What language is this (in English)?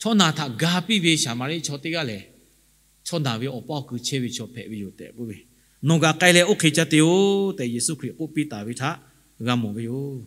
Lahu